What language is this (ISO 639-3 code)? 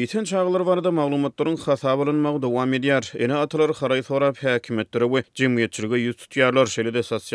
tuk